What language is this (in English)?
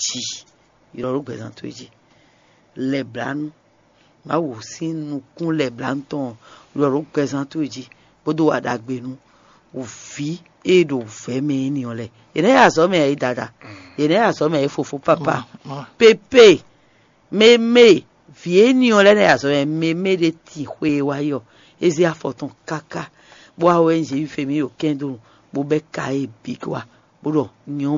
Fon